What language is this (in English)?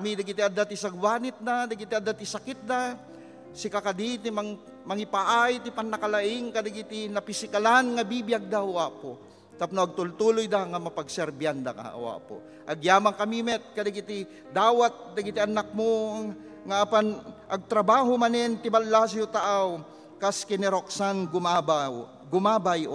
Iloko